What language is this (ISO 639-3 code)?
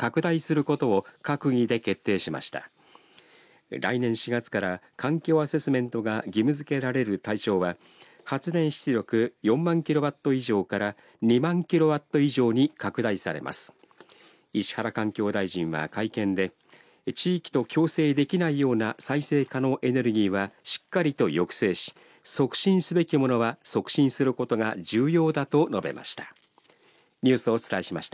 jpn